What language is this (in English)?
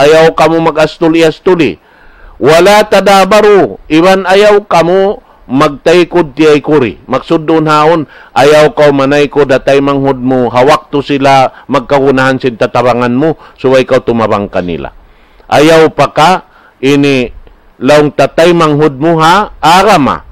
Tausug